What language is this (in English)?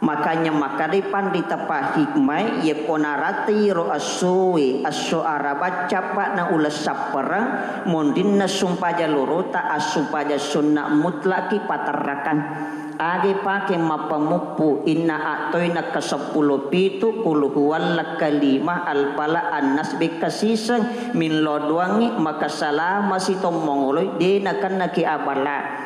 Buginese